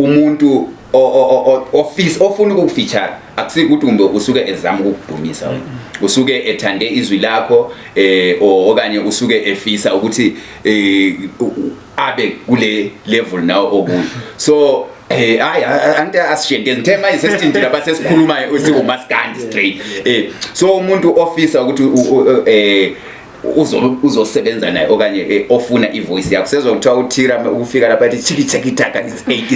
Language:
Zulu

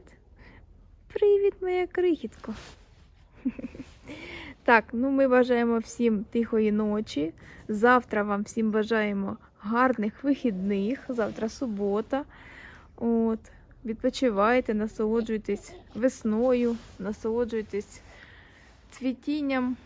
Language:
Ukrainian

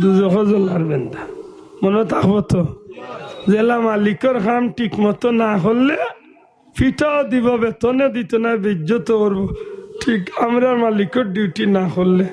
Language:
Sylheti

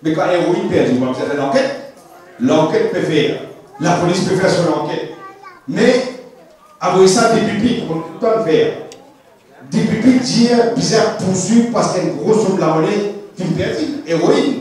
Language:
Morisyen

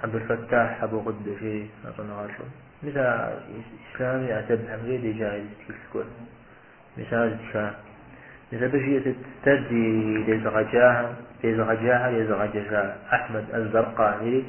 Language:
Kabardian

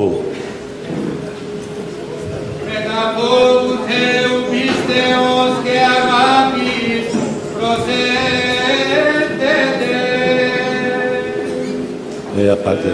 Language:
Greek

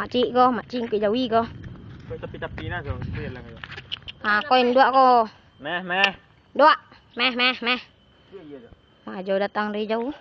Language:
Minangkabau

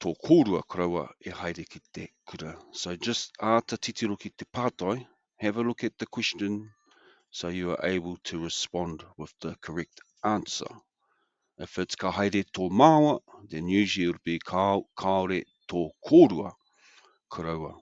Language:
Māori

